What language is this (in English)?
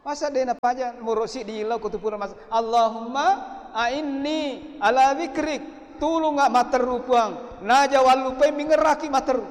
Buginese